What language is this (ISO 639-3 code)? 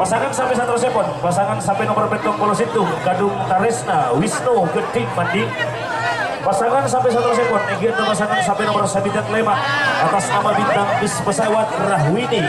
mad